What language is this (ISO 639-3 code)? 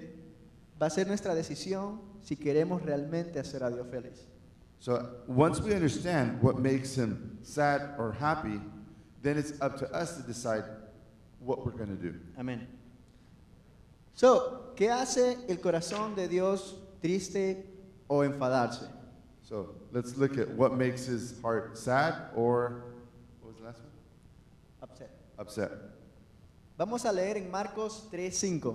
spa